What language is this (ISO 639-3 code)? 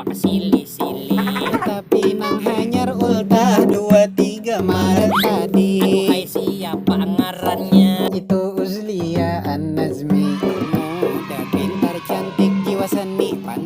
bjn